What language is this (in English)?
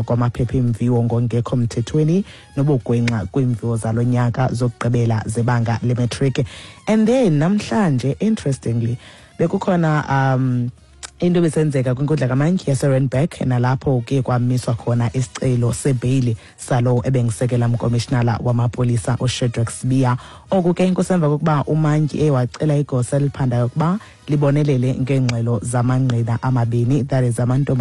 Xhosa